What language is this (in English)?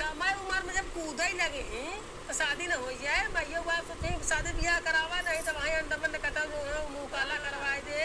Awadhi